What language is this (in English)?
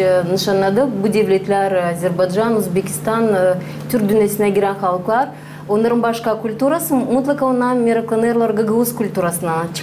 Gagauz